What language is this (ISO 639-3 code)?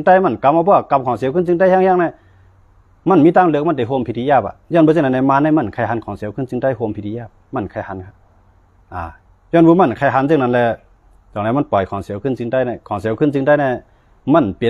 shn